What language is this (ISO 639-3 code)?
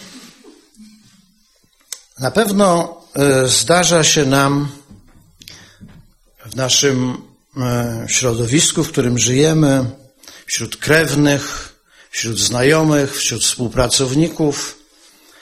pol